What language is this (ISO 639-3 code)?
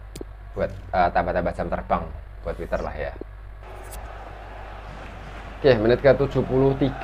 ind